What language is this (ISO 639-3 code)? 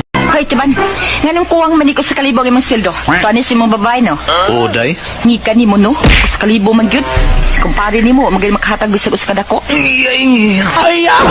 ceb